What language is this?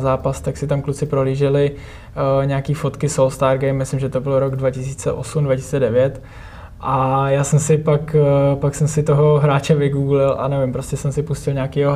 Czech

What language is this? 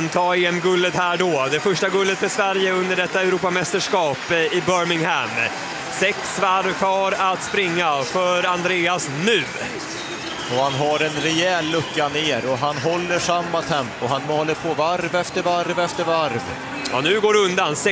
Swedish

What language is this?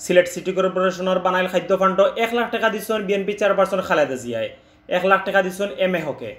Sylheti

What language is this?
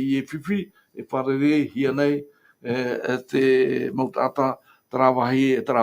Tahitian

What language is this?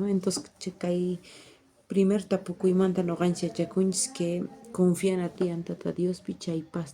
South Bolivian Quechua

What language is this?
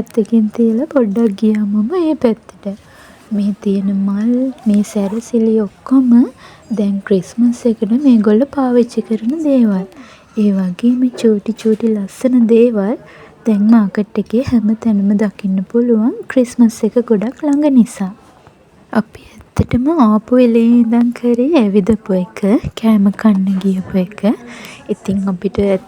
Sinhala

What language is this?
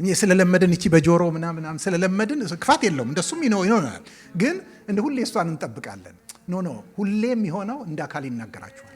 Amharic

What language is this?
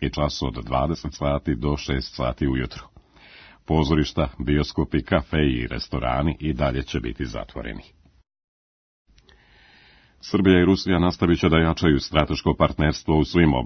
Serbian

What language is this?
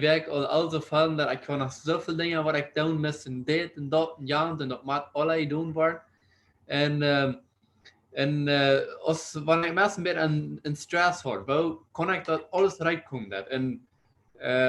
Plautdietsch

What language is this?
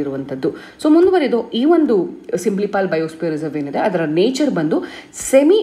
Kannada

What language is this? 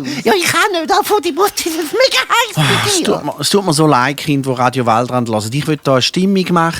Swiss German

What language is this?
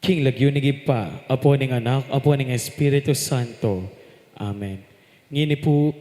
Pampanga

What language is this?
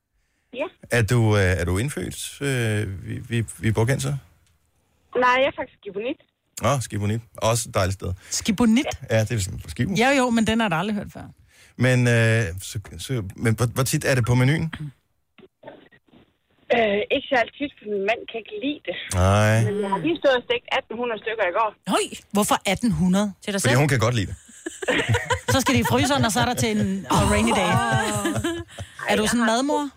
Danish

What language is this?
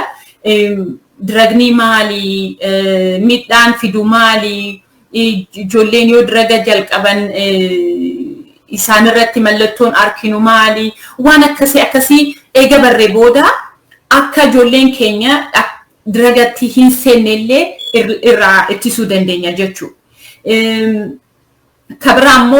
Oromo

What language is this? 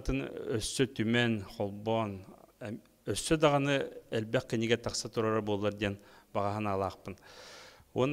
Yakut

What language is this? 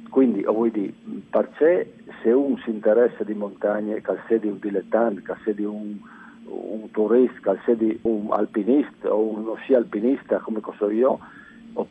Friulian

